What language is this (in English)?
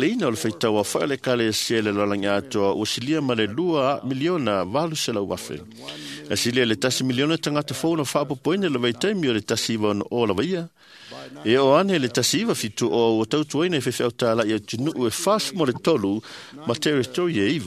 Samoan